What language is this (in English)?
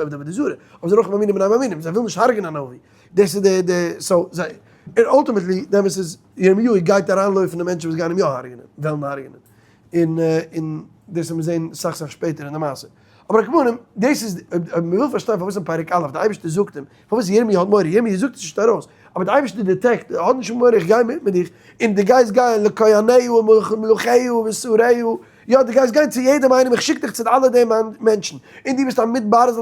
Yiddish